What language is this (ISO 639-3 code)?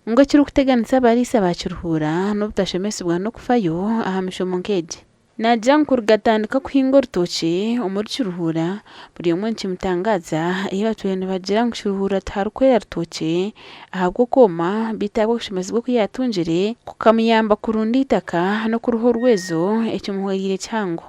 nyn